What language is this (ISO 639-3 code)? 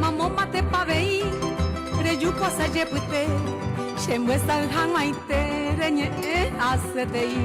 grn